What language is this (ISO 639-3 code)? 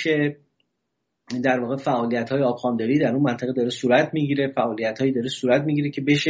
fas